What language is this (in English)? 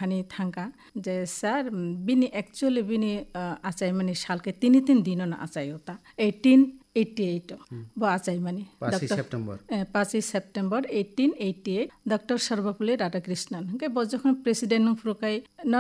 Kok Borok